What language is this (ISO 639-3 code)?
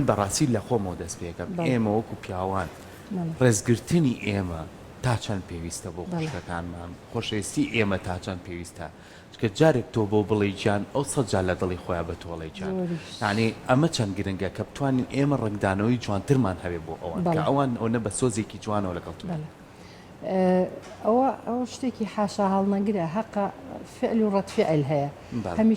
ckb